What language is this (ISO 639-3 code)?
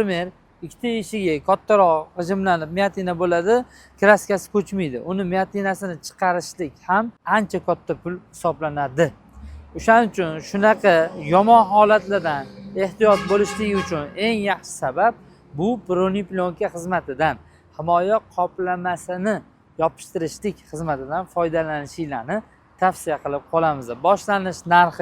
uzb